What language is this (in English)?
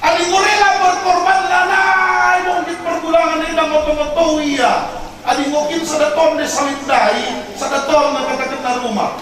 Batak Karo